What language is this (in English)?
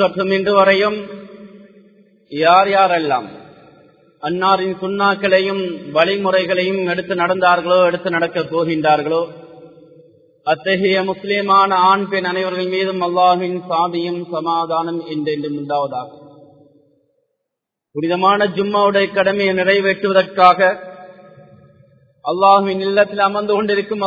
Tamil